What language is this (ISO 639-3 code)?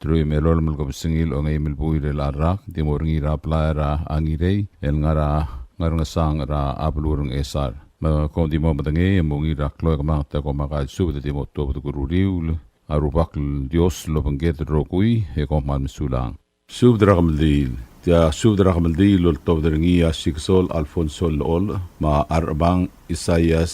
pau